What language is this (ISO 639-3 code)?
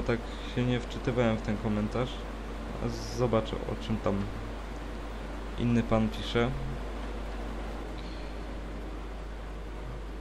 pol